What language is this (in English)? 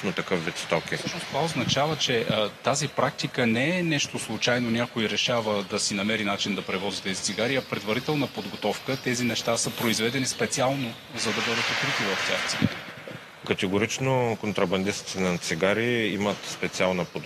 Bulgarian